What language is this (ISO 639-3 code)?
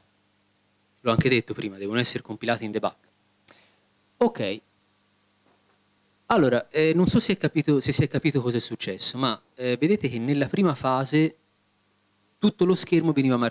ita